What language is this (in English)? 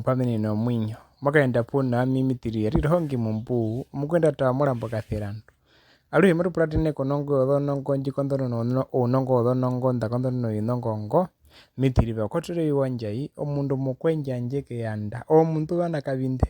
Herero